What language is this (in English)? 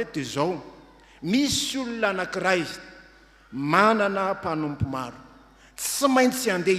Malagasy